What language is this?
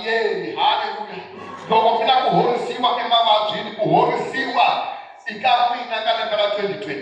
Tsonga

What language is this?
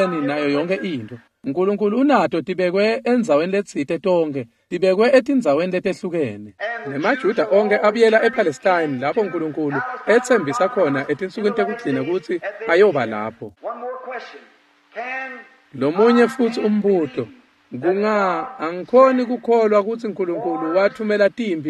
Swati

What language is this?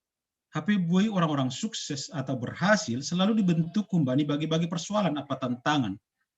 Batak Simalungun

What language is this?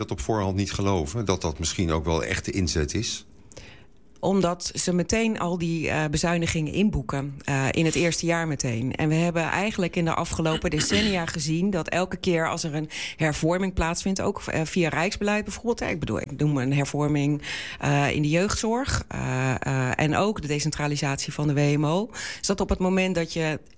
Dutch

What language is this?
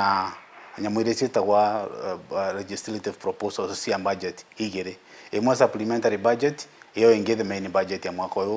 Meru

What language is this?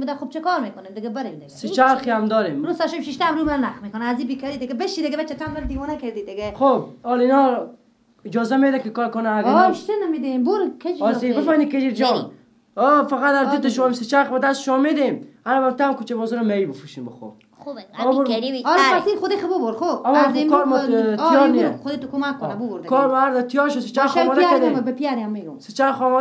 Persian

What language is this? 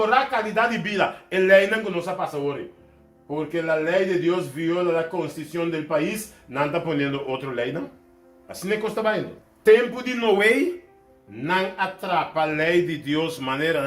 Papiamento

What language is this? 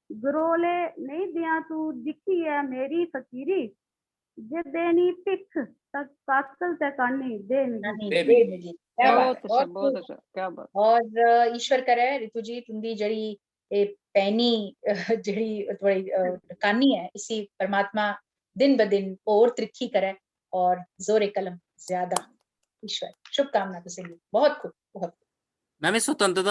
Dogri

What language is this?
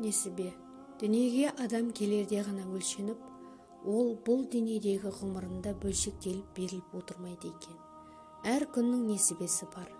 Kazakh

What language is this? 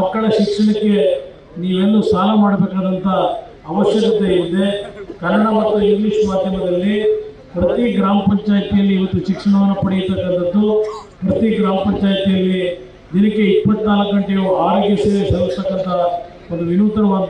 Kannada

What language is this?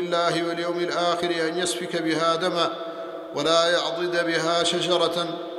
Arabic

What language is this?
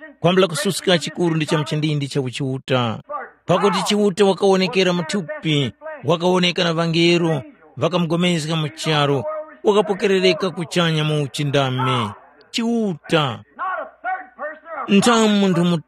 Tumbuka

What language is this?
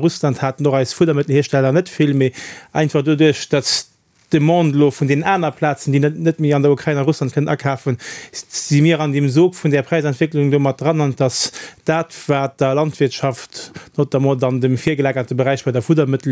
Luxembourgish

